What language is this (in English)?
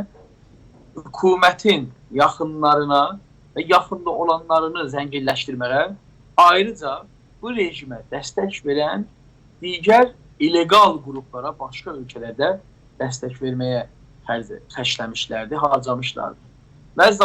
South Azerbaijani